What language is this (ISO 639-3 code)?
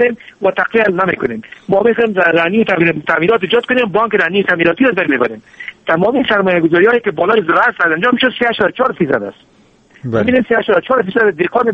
fas